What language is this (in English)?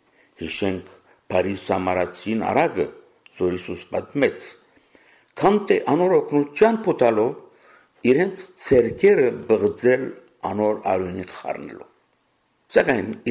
Armenian